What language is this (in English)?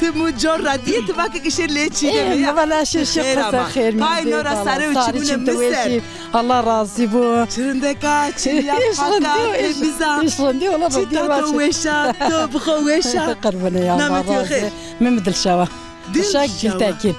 Zaza